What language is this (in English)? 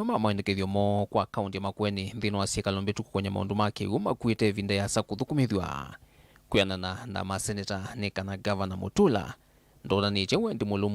Kamba